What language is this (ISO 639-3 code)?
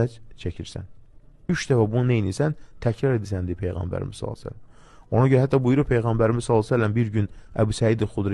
aze